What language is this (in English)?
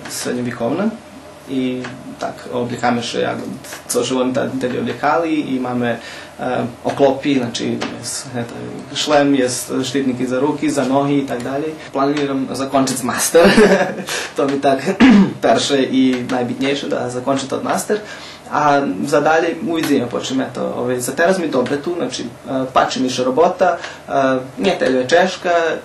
Rusyn